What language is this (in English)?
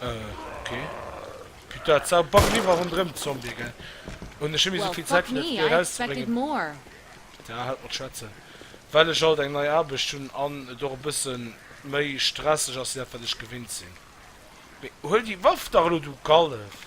Luxembourgish